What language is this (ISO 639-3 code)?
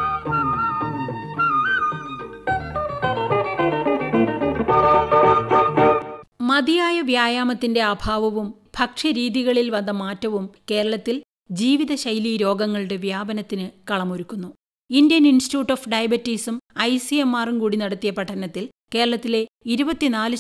mal